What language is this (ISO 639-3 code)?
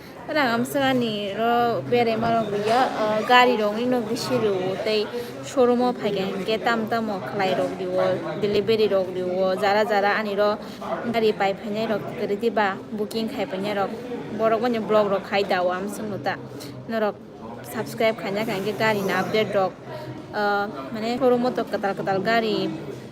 trp